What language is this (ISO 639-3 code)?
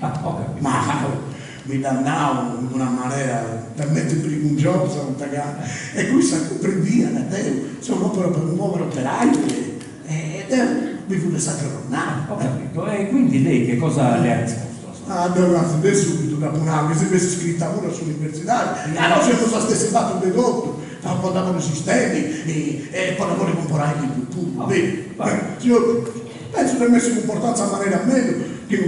srd